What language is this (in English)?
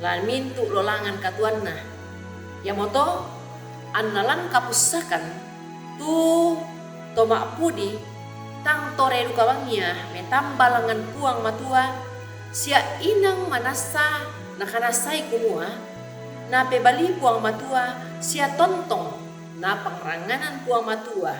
Toraja-Sa'dan